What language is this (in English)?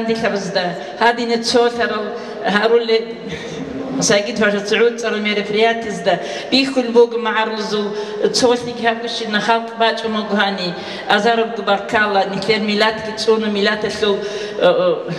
Avaric